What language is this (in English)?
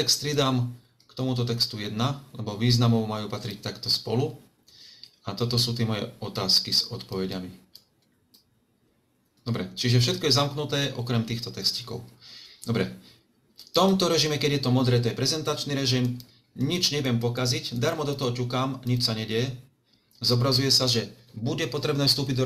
Slovak